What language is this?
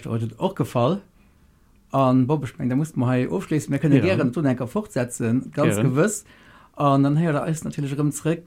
Luxembourgish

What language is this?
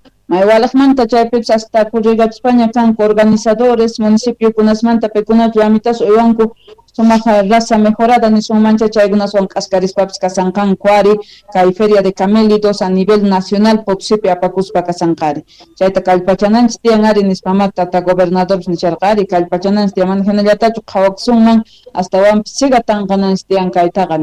South Bolivian Quechua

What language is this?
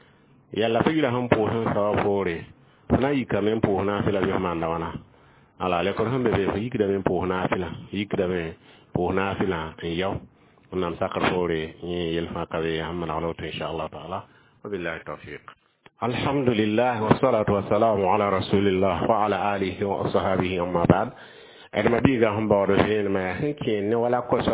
Mossi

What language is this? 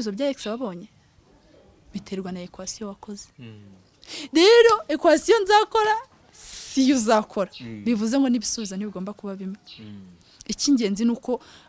Kinyarwanda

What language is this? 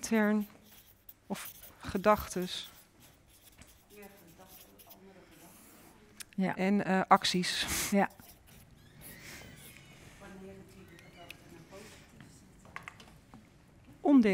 Dutch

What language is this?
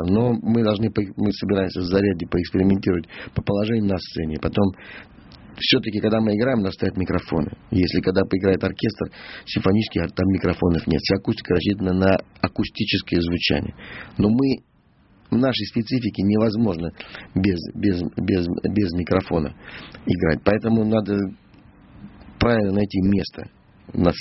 Russian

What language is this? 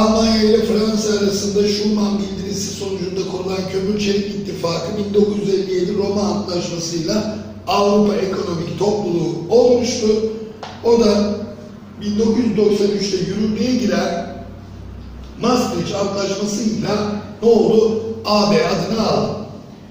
Turkish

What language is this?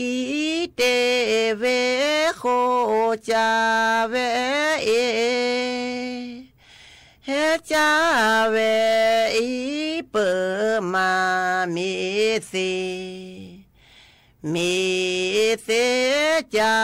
S'gaw Karen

